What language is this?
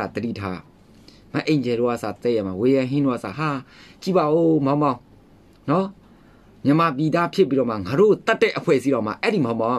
Burmese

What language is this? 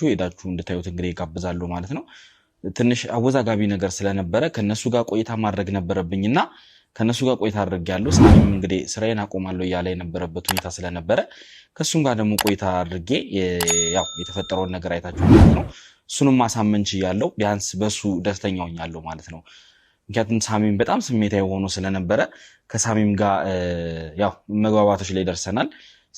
Amharic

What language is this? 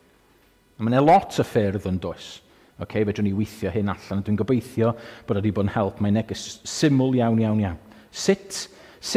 Welsh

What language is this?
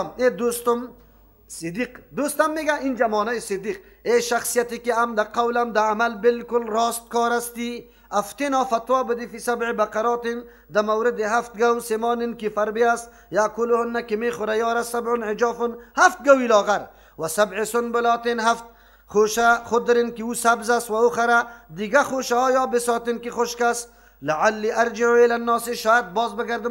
Persian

